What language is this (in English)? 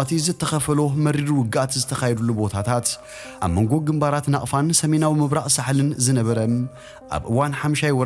Tigrinya